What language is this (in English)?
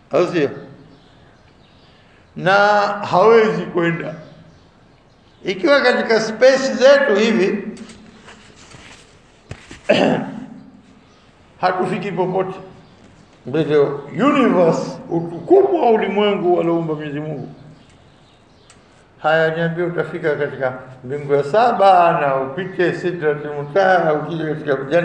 Swahili